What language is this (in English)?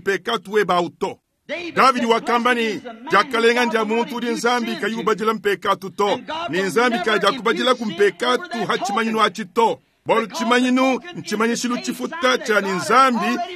Luba-Lulua